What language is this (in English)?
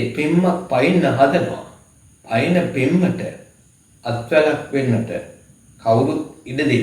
Sinhala